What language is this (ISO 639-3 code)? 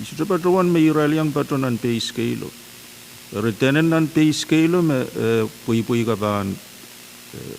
pon